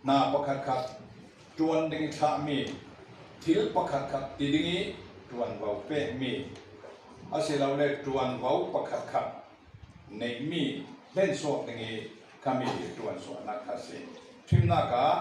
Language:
Falam Chin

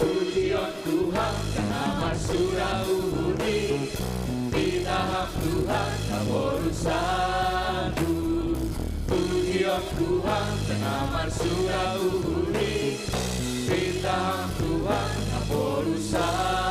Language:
Batak Simalungun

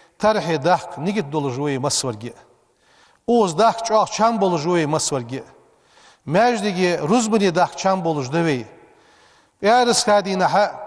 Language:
Ingush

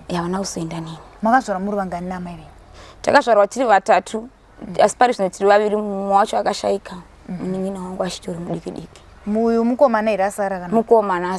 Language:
Shona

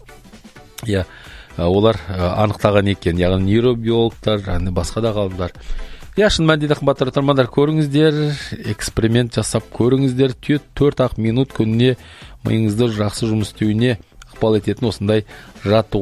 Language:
Kazakh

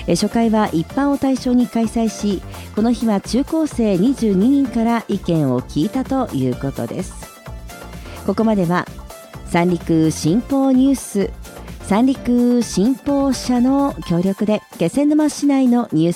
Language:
Japanese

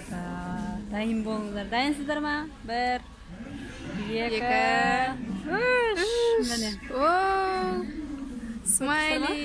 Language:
Kazakh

